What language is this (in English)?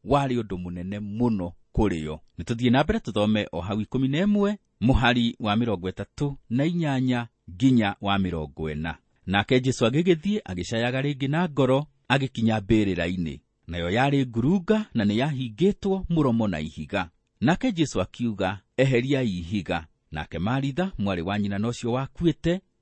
Kikuyu